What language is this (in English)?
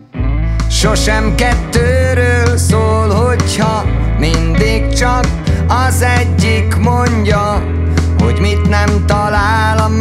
Hungarian